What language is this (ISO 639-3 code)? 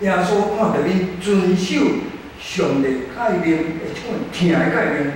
nan